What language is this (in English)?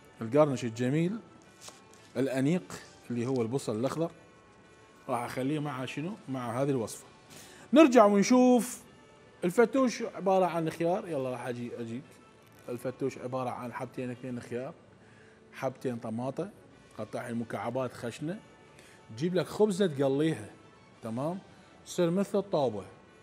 Mesopotamian Arabic